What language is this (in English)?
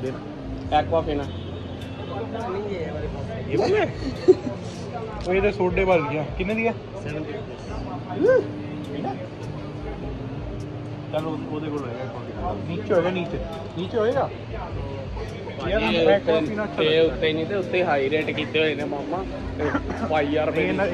Punjabi